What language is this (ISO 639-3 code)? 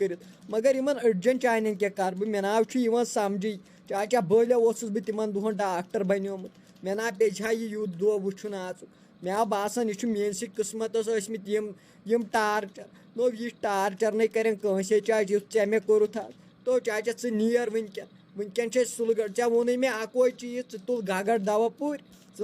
kas